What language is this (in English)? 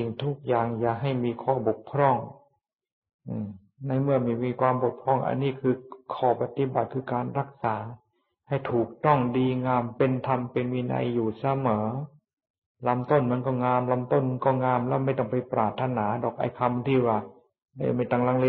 Thai